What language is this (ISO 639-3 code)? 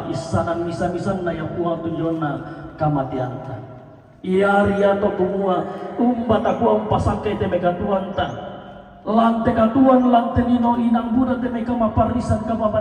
sda